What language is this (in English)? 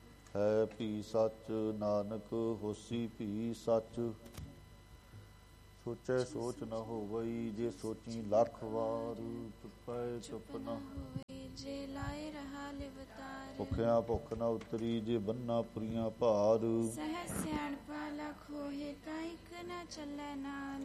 Punjabi